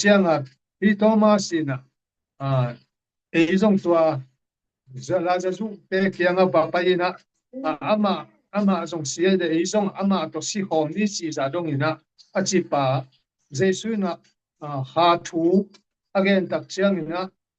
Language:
Tedim Chin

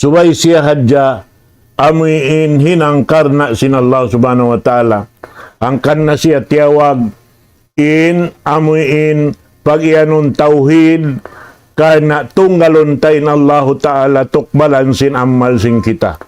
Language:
Tausug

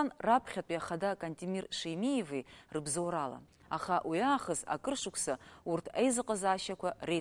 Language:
Abkhazian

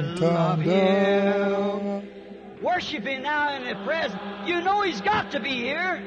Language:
Xhosa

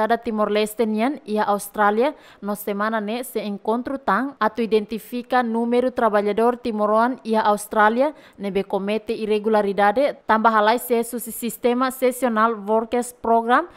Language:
Tetum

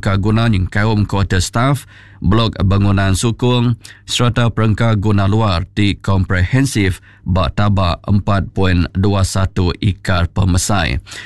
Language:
Iban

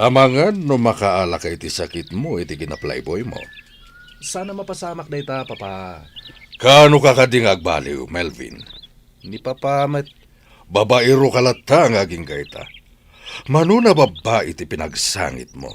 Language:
Iloko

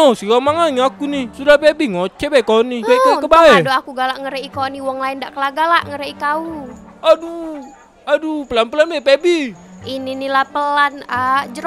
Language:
Musi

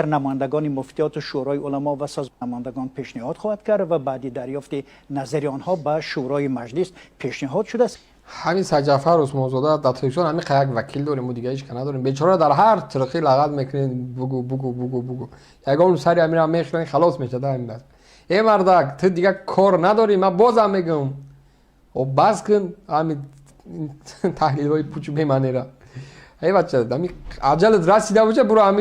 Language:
Tajik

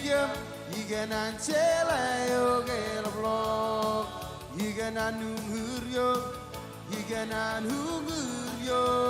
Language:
Marshallese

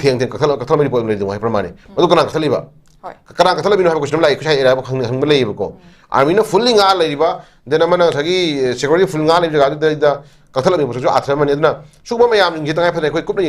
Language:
Manipuri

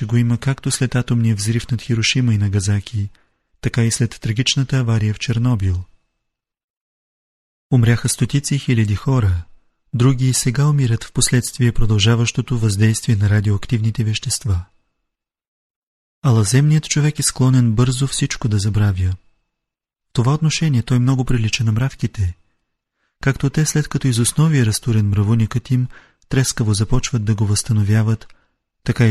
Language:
Bulgarian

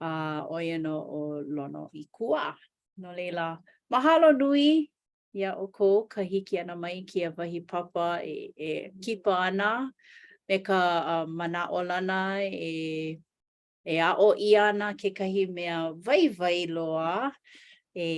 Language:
Hawaiian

